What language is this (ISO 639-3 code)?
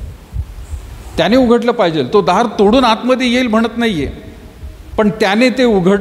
mar